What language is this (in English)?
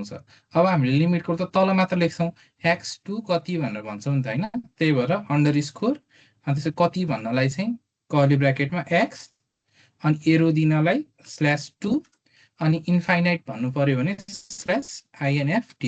Nepali